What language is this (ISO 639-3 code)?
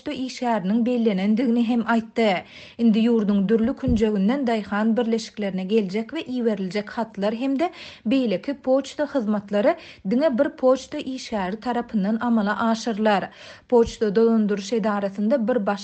tuk